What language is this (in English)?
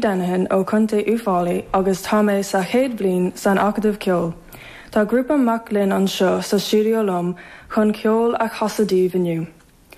Irish